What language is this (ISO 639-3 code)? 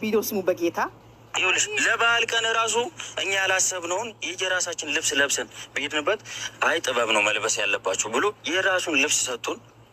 amh